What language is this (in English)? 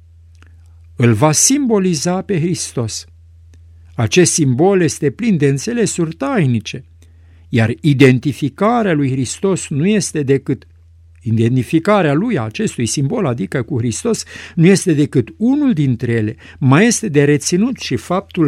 Romanian